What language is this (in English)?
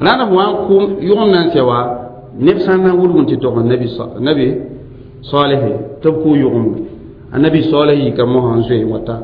Mossi